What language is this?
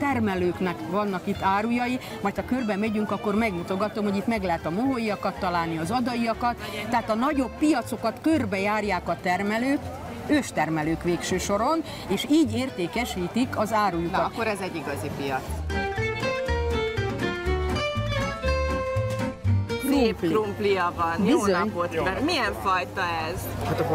Hungarian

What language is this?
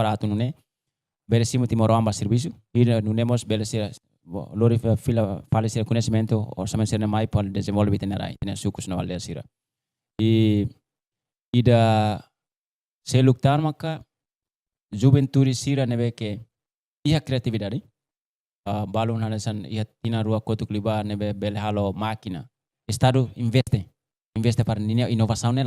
Tetum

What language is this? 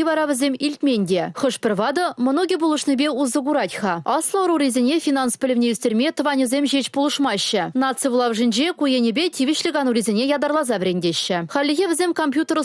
Chuvash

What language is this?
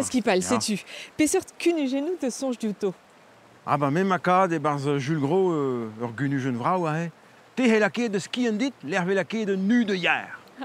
Breton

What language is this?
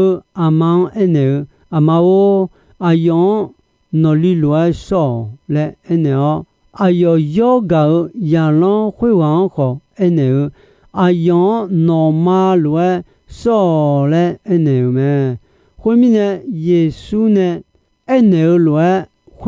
Akha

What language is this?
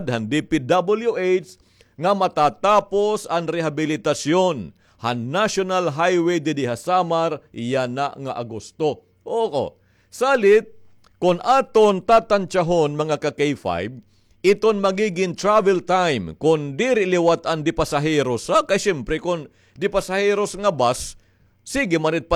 Waray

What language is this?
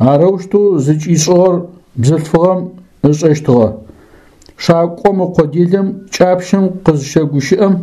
Adyghe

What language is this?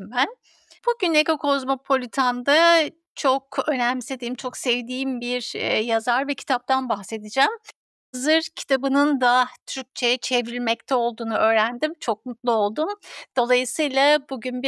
Turkish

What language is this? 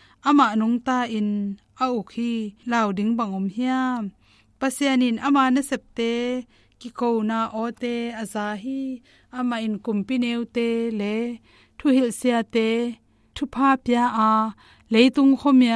Tedim Chin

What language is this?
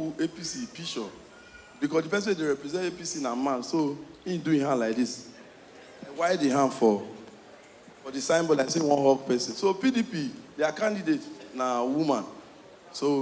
Nigerian Pidgin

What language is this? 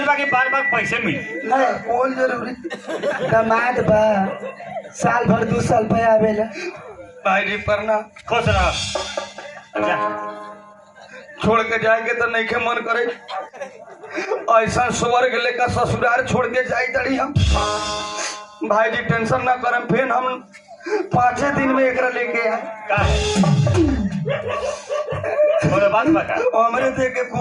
Bhojpuri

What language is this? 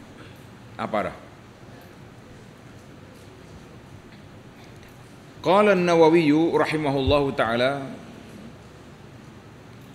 Malay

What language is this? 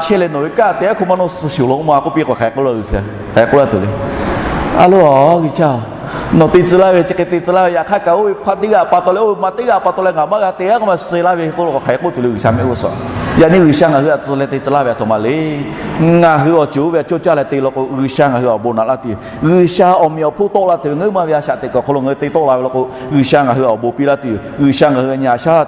Lahu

